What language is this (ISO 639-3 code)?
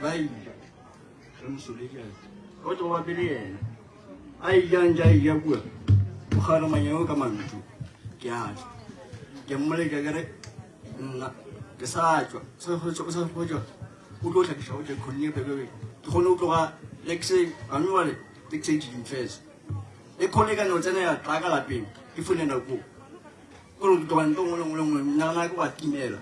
nso